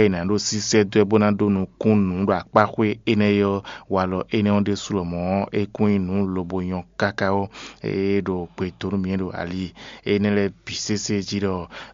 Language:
Fon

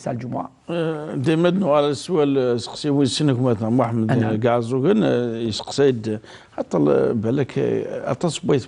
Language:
Kabyle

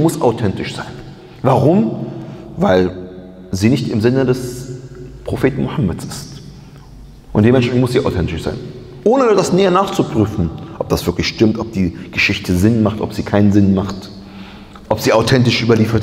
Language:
German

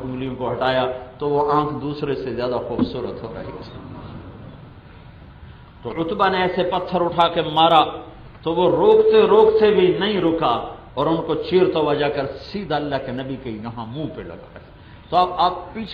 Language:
Urdu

